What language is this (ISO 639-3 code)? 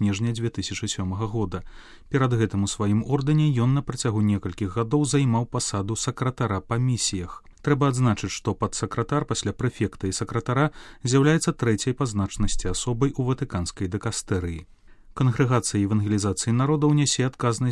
bel